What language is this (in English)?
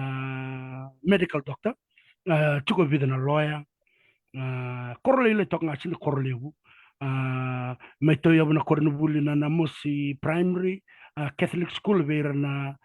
Fijian